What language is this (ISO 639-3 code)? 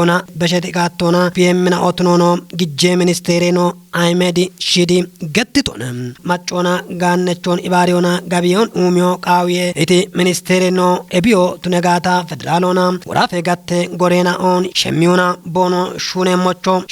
kbr